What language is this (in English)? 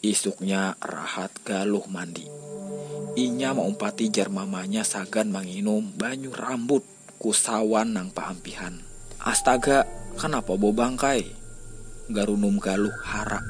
Banjar